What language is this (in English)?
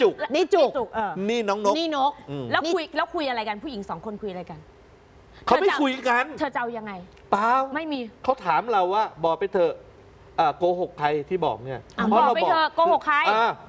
Thai